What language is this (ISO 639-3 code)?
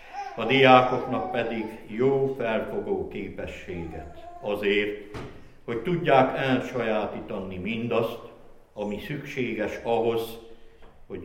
hun